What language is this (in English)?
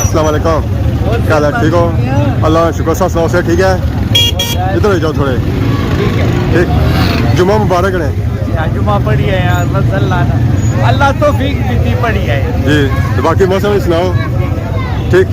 Pahari-Potwari